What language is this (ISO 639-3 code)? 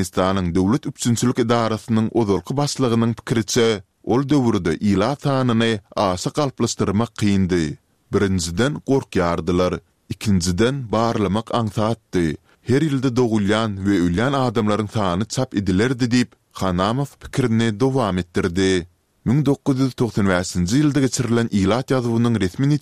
tuk